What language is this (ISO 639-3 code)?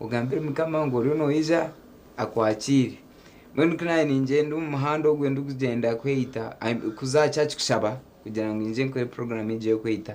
nyn